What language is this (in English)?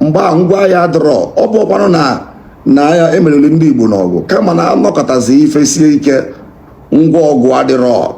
Igbo